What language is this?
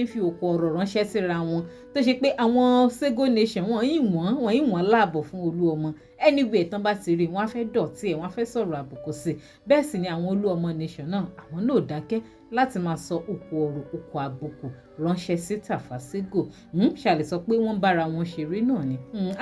Yoruba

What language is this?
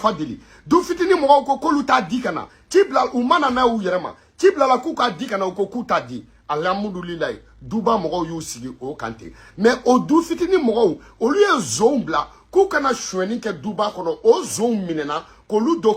Bambara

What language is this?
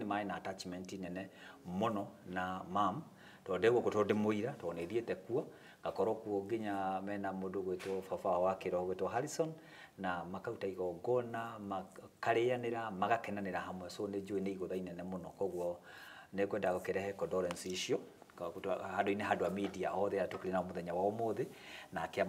Kikuyu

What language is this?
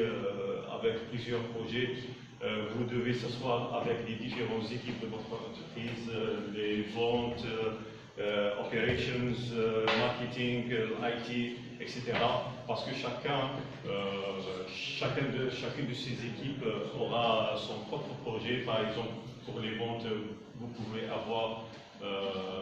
French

